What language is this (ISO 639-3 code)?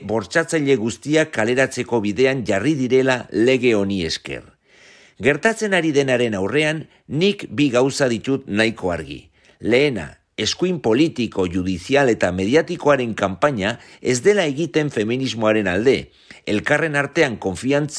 eus